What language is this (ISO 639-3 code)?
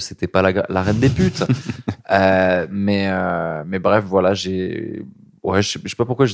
fra